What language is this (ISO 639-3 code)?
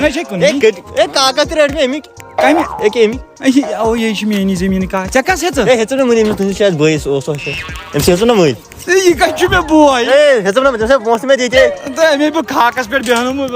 kas